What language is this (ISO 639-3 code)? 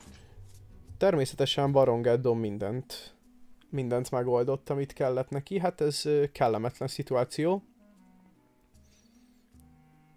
hun